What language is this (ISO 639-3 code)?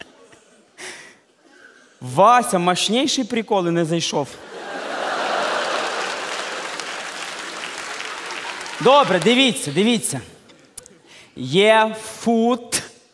ukr